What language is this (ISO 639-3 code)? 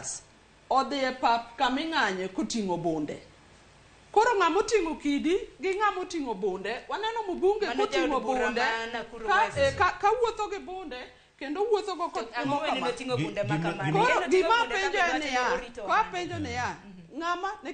luo